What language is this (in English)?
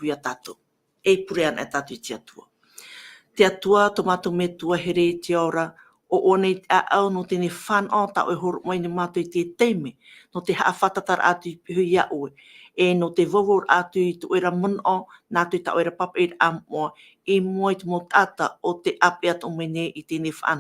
Tahitian